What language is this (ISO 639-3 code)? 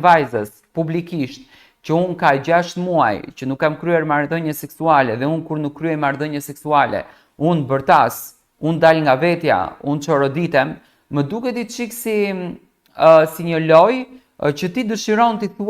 sqi